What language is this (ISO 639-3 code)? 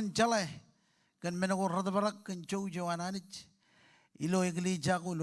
mah